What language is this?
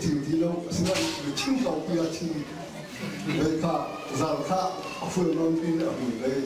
Hakha Chin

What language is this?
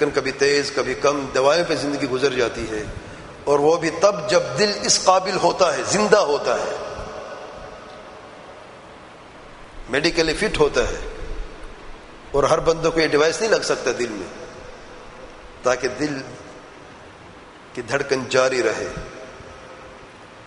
Urdu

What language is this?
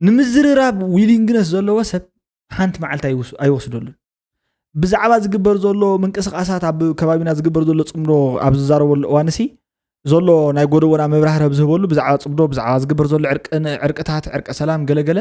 Tigrinya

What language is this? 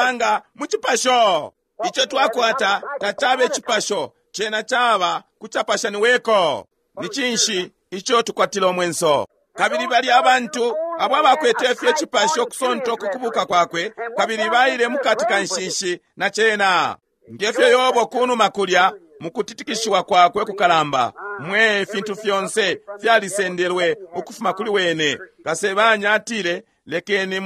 Bemba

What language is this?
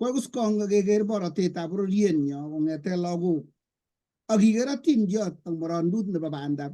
Kalenjin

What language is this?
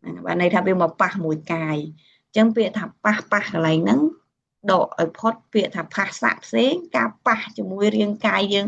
Khmer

